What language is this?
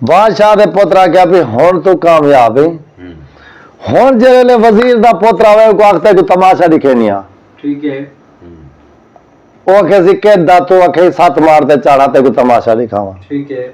Saraiki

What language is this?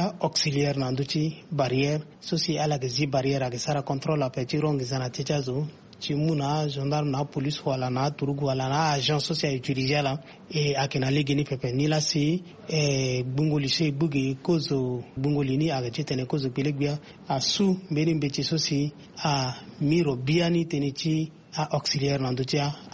Sango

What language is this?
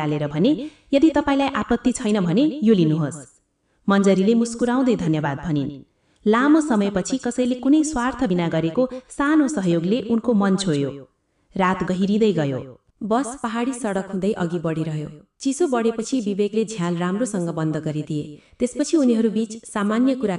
Nepali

